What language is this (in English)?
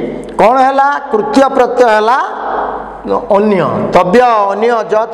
Odia